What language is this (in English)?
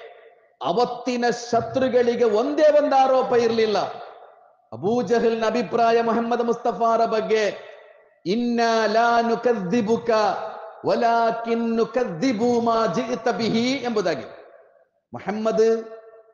Kannada